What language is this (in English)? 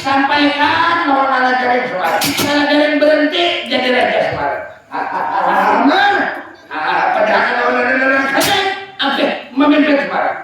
Banjar